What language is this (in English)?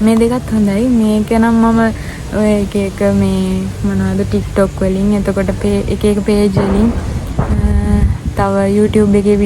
Sinhala